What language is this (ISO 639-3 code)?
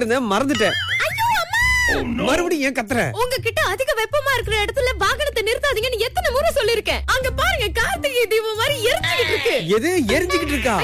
tam